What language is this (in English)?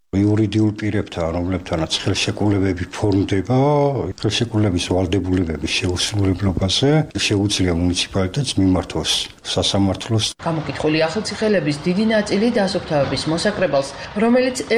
Georgian